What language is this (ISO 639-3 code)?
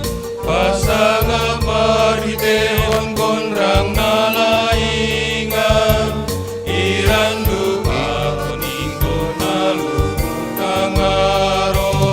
bts